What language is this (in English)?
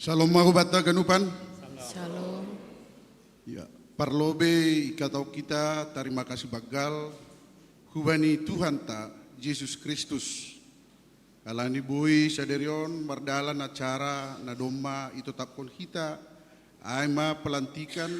Batak Simalungun